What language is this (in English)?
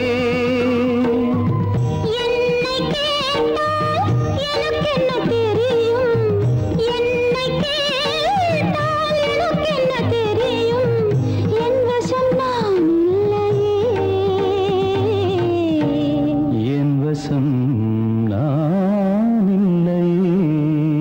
Tamil